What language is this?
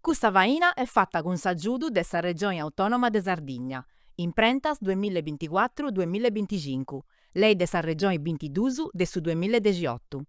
Sardinian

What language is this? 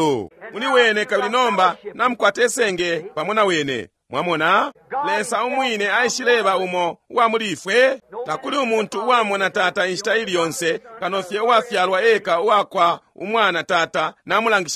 Bemba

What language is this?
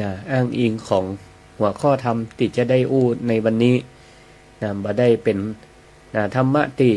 Northern Thai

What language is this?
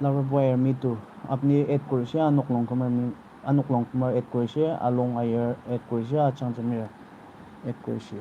Naga Pidgin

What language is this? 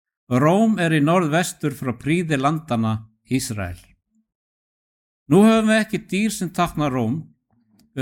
Icelandic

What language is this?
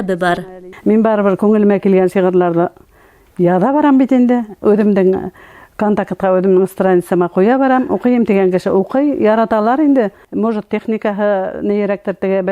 Bashkir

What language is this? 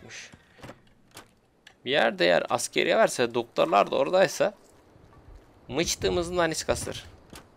Turkish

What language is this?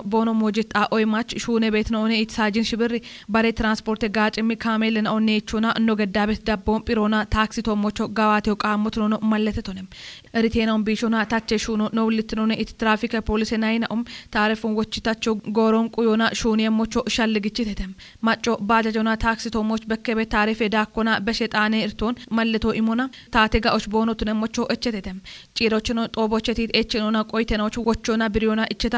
Kafa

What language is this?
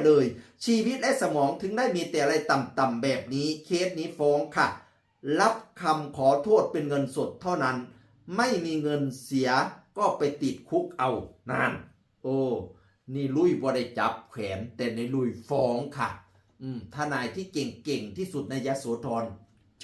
Northeastern Thai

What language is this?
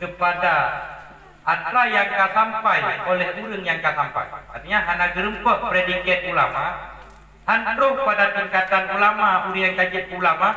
Achinese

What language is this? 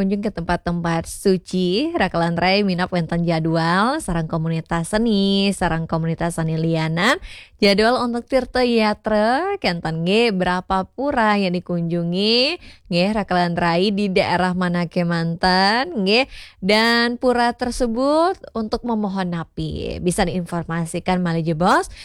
Balinese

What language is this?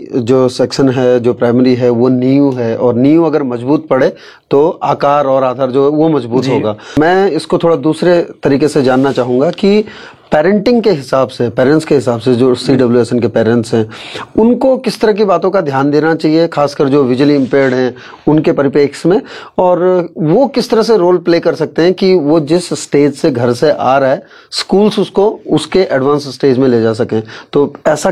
Hindi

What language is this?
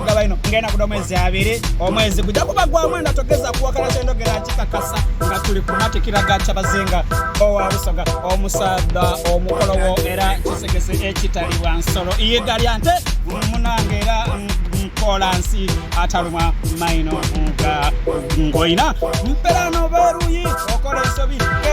Soga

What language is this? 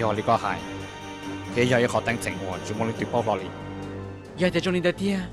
Hmong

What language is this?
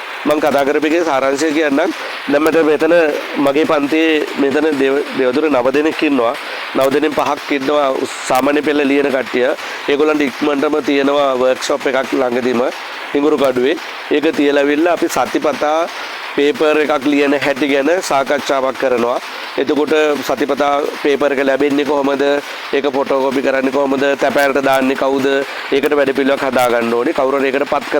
Sinhala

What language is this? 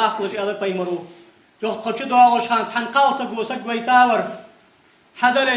Ingush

